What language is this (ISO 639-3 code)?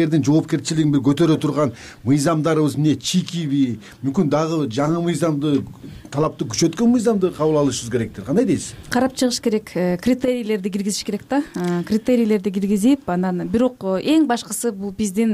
kir